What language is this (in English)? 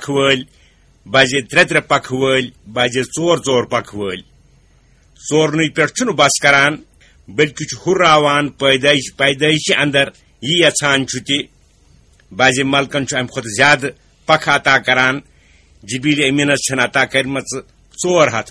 Kashmiri